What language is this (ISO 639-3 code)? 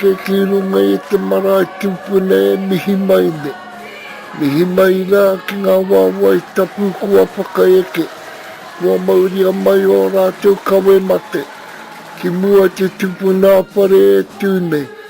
mri